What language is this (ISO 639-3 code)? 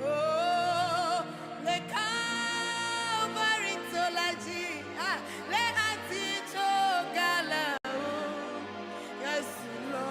ewe